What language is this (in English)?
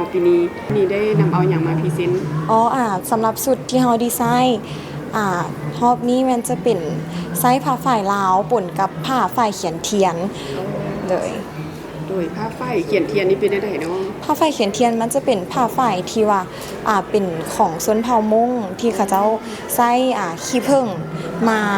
Lao